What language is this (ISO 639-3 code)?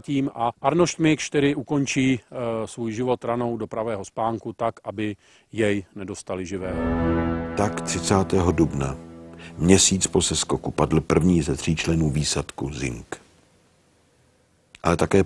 ces